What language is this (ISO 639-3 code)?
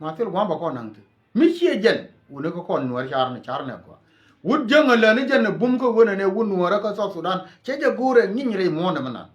nus